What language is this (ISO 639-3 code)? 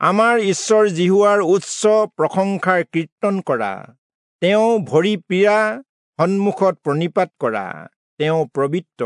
asm